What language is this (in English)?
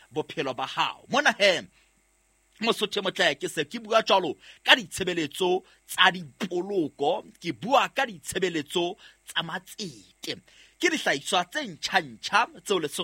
Southern Sotho